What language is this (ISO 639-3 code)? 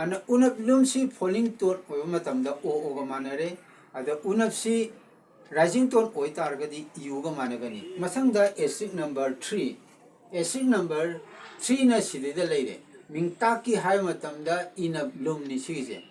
mni